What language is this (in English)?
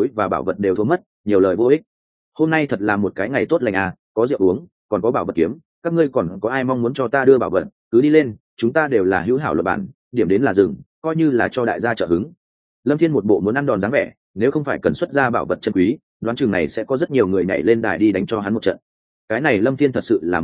Vietnamese